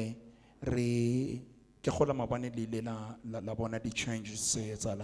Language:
Southern Sotho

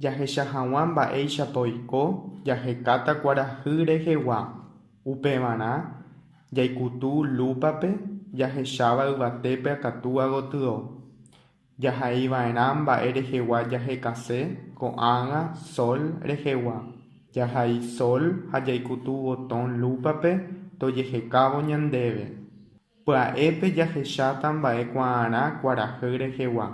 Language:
Guarani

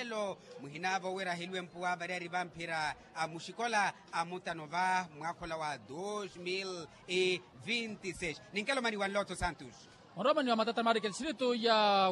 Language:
Makhuwa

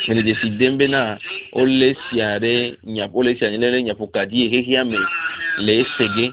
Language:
Ewe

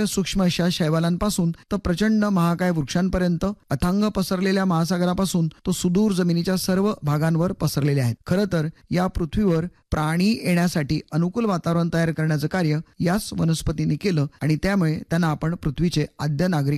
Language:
Marathi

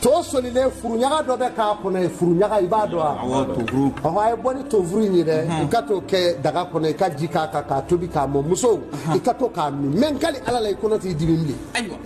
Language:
Bambara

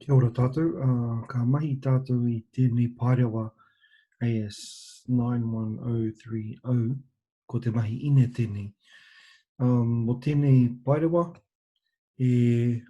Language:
Māori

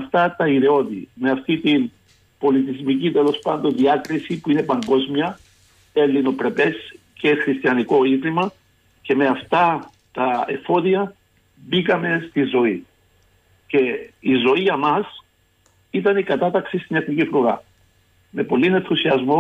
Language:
Greek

